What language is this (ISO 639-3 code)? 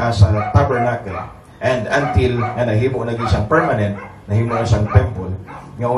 ceb